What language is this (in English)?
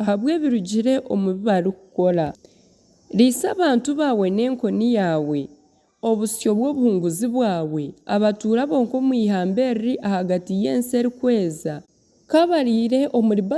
Nyankole